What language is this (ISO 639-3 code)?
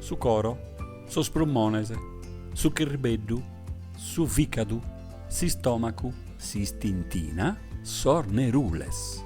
srd